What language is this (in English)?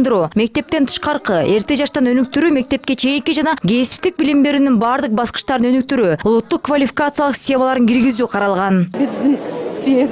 Kyrgyz